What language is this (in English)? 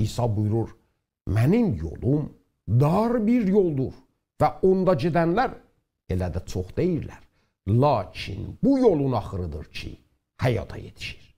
South Azerbaijani